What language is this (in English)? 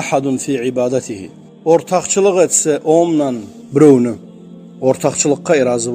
Kumyk